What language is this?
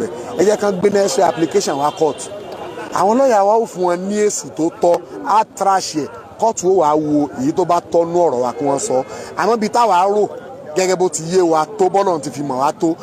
Yoruba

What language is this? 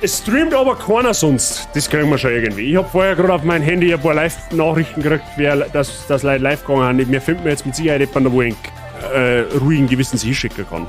Bavarian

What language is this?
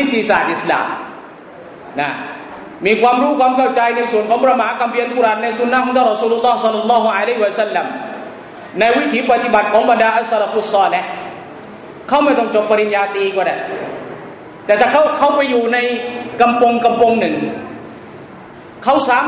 Thai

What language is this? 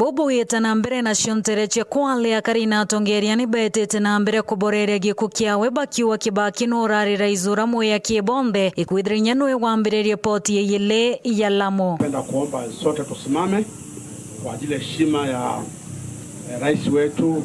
Meru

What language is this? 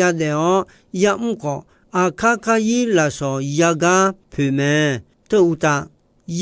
Akha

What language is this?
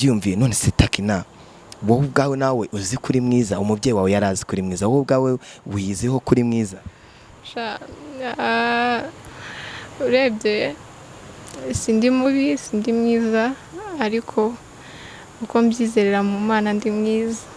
Kinyarwanda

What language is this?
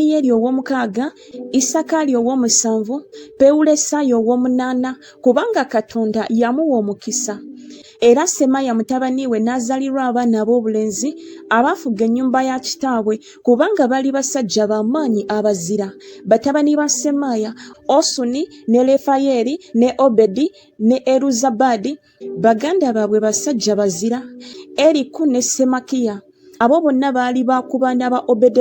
Ganda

